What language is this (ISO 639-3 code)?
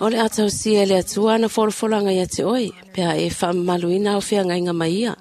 smo